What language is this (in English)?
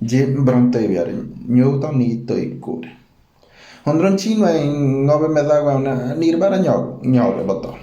Ngäbere